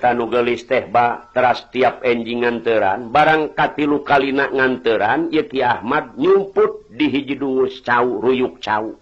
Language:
Sundanese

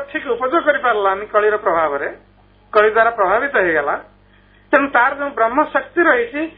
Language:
Odia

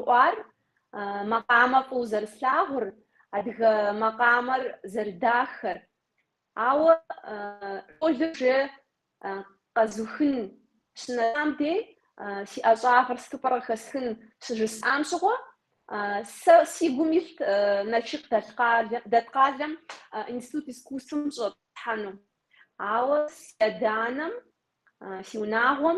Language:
Kabardian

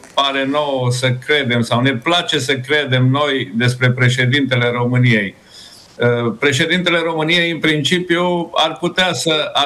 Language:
Romanian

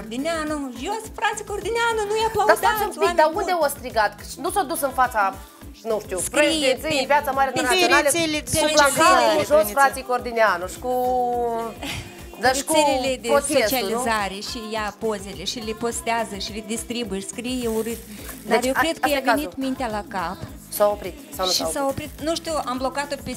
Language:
Romanian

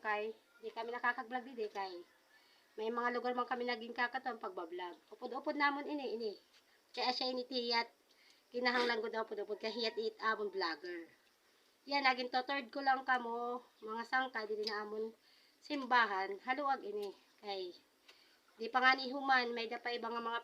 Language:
Waray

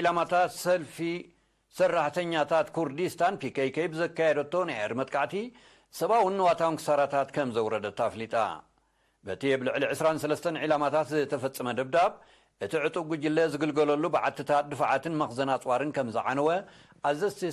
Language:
Tigrinya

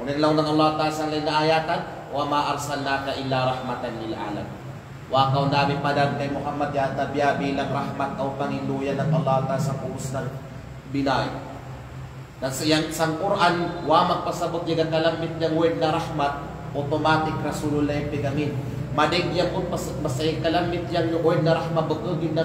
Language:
Kalagan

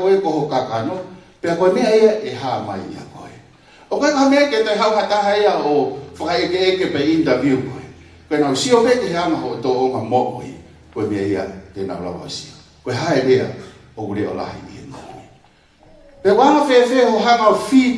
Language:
Tongan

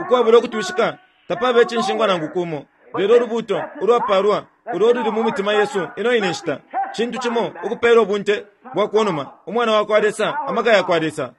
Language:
Bemba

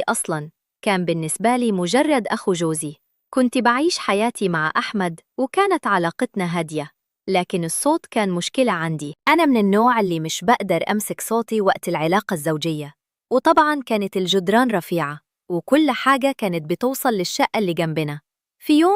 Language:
Egyptian Arabic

